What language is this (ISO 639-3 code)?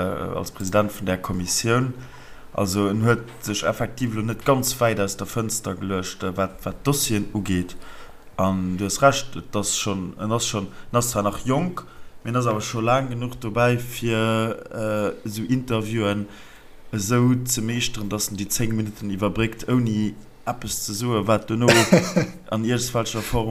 ltz